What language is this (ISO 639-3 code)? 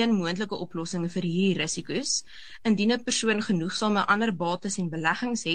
afr